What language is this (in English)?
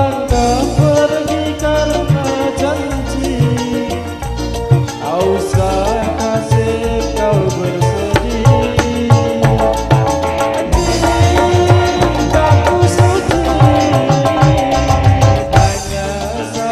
Indonesian